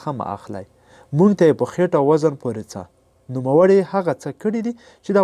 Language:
Pashto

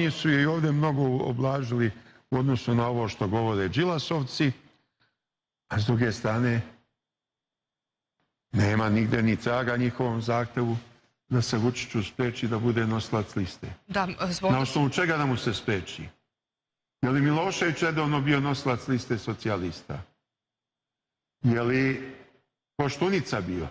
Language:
Serbian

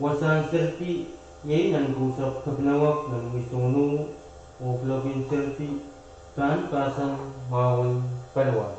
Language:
Pohnpeian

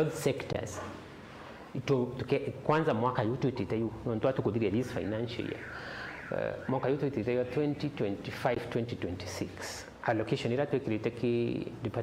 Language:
Meru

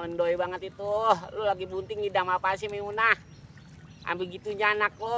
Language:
Betawi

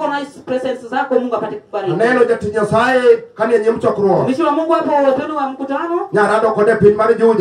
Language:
Luo (Kenya and Tanzania)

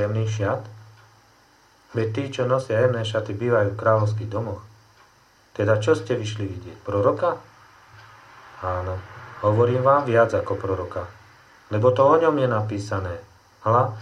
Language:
Slovak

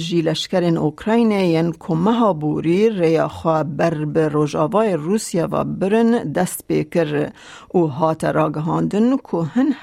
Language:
Kurdish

